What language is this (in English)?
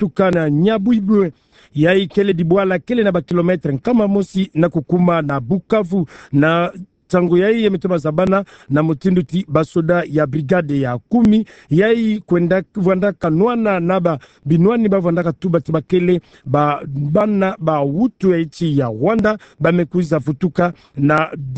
Kituba (Democratic Republic of Congo)